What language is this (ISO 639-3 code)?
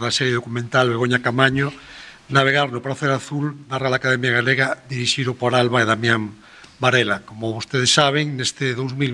glg